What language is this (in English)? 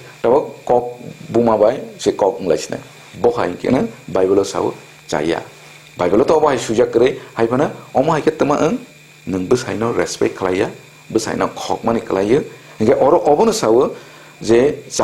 Kok Borok